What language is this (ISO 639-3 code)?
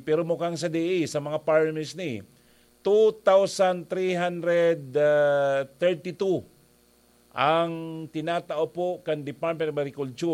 bik